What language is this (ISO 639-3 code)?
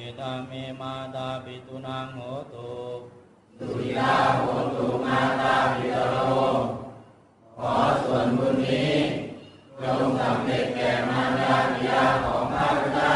pli